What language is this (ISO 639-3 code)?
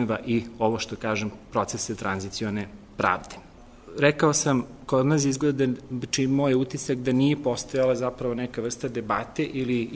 srp